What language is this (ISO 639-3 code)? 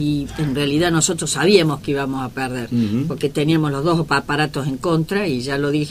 spa